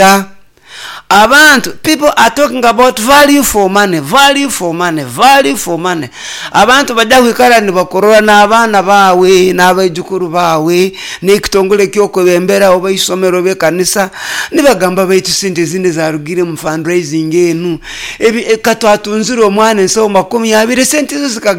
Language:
Nyoro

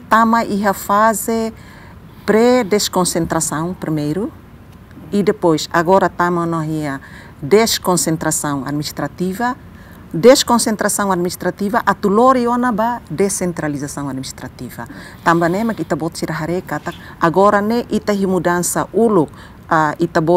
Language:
Tetum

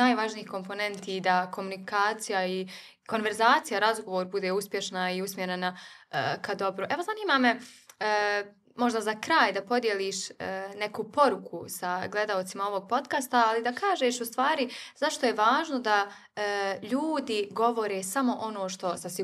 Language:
Bosnian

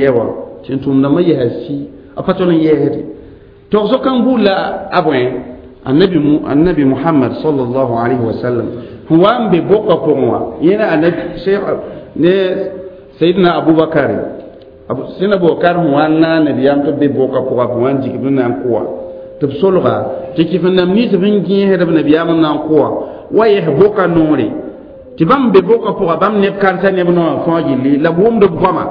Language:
Mossi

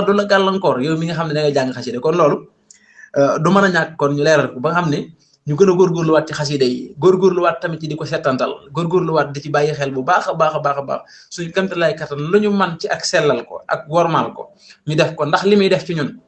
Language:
Wolof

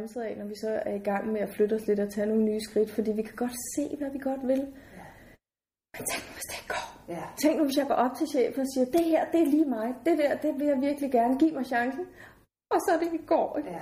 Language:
Danish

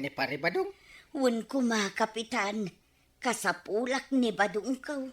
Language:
Iloko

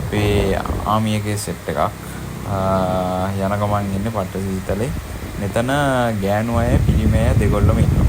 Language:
Sinhala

